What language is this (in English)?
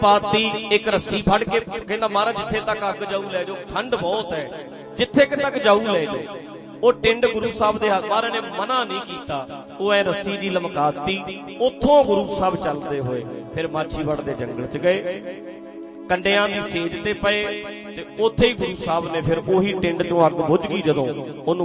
Punjabi